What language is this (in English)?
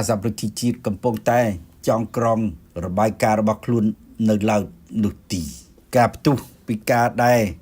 Khmer